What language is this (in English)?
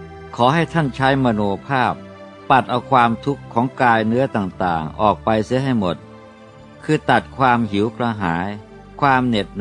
Thai